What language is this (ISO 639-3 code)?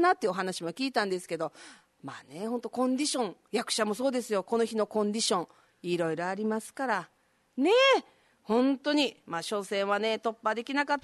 jpn